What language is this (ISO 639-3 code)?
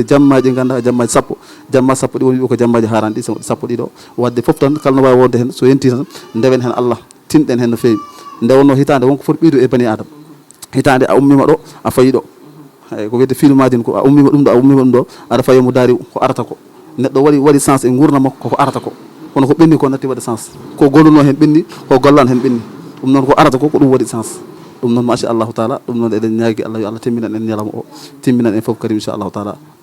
ful